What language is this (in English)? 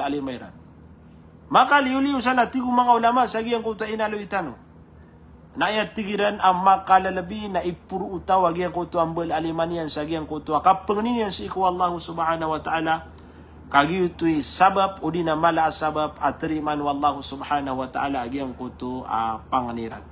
Maranao